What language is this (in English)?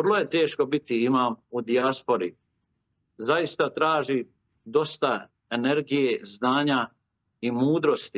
Bosnian